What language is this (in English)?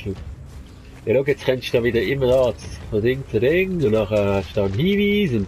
Swiss German